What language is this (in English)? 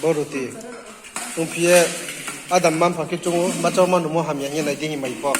Riang (India)